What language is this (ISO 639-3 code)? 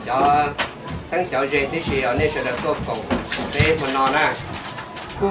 hmn